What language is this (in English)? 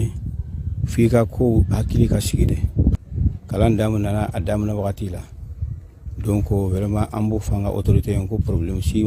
Bambara